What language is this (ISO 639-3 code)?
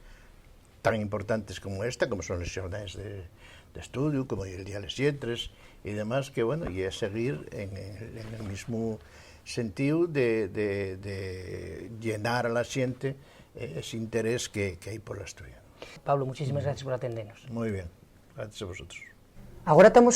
ast